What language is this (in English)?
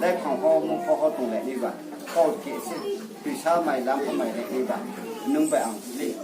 Riang (India)